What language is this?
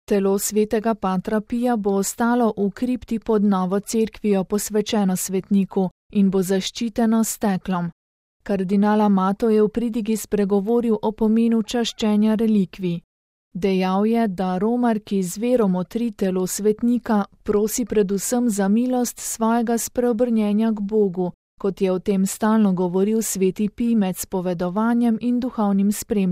Slovenian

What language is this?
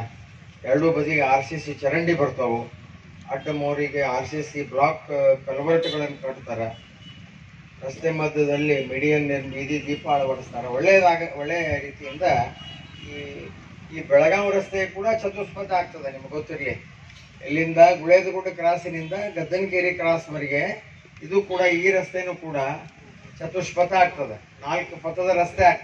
Kannada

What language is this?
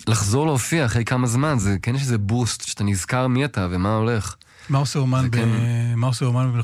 Hebrew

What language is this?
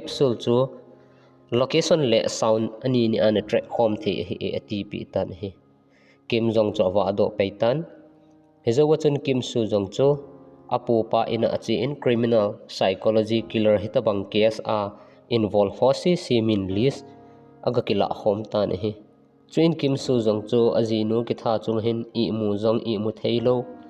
Thado Chin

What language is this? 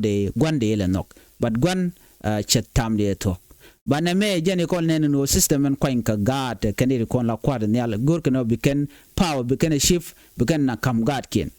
Nuer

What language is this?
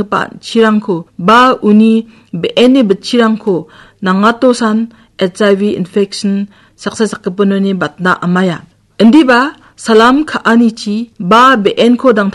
Garo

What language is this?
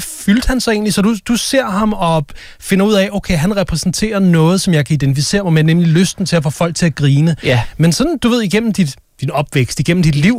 Danish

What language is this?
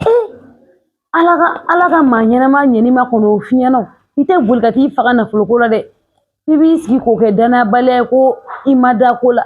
Bambara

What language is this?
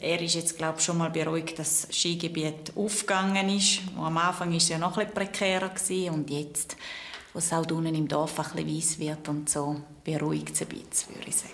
Swiss German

